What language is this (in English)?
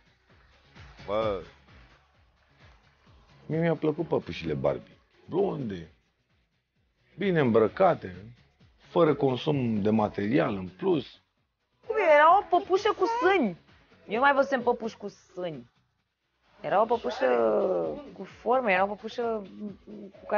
Romanian